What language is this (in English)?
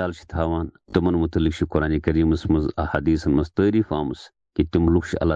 Kashmiri